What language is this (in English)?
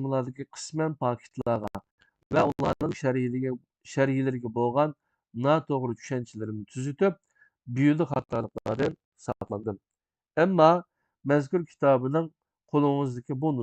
Uyghur